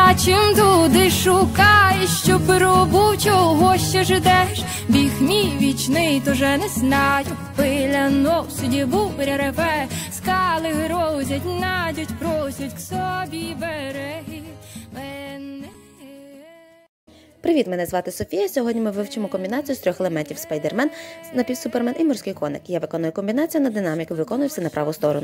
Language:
Ukrainian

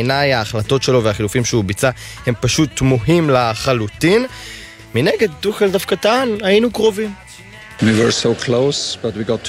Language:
Hebrew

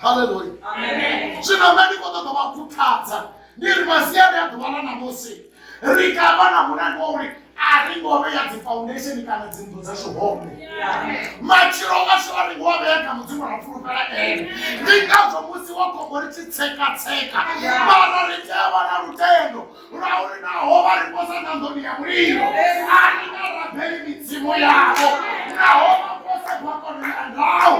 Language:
Venda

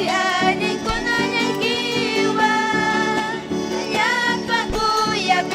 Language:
Ayacucho Quechua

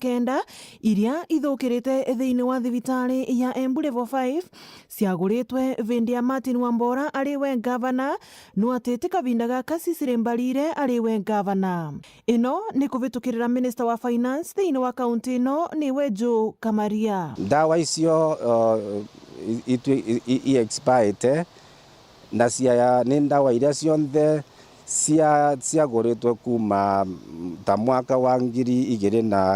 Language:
Meru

